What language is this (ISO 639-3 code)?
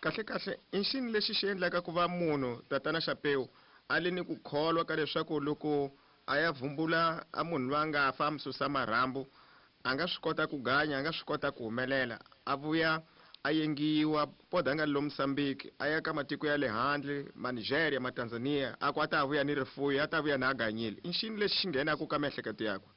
tso